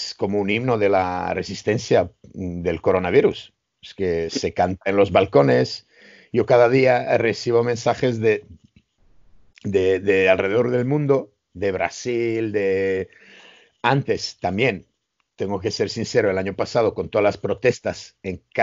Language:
Spanish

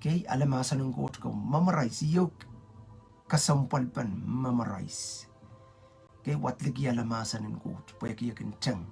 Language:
Pohnpeian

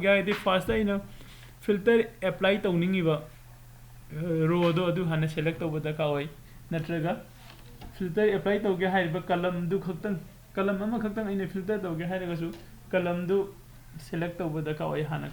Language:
Manipuri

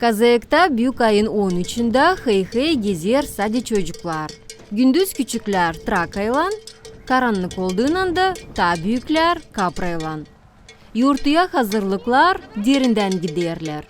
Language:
Gagauz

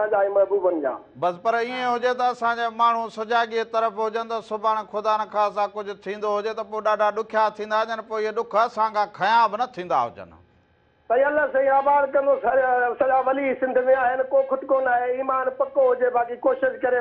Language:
Sindhi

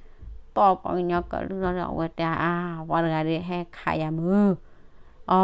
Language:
S'gaw Karen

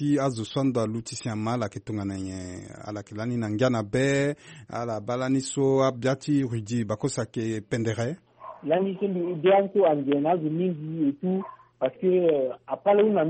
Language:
Sango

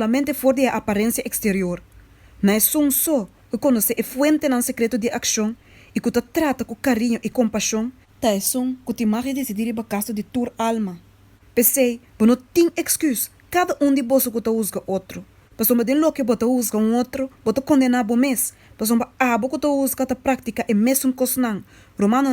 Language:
Papiamento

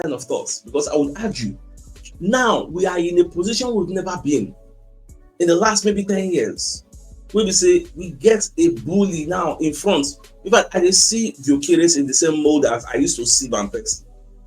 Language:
Nigerian Pidgin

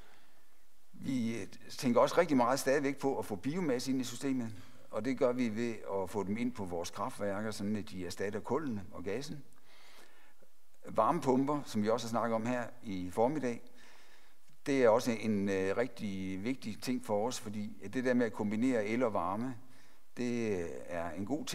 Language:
Danish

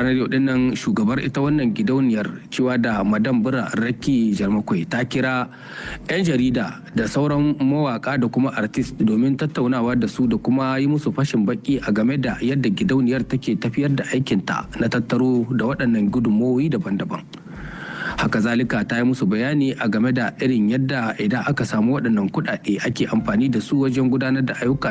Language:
Hausa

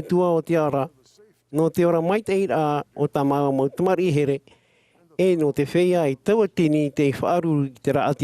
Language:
Tahitian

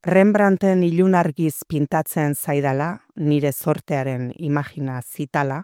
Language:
Basque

